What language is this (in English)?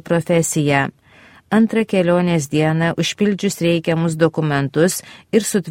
Lithuanian